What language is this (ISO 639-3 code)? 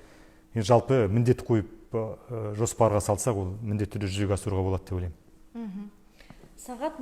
kaz